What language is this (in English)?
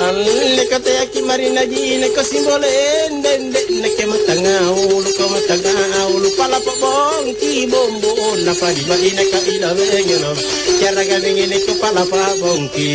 Makasar